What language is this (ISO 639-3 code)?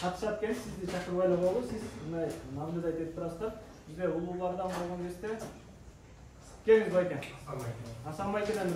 kir